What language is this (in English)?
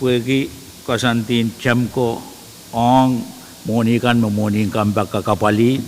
Pohnpeian